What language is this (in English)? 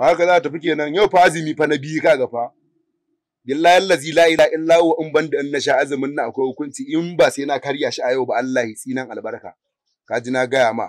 Hausa